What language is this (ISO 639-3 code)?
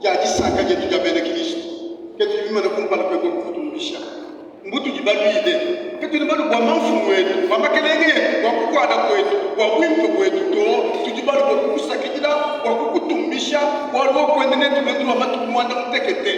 lua